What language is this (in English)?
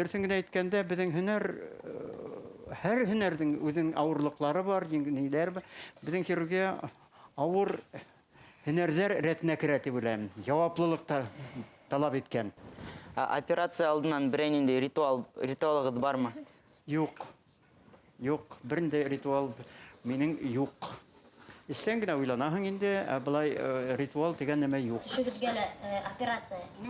Bashkir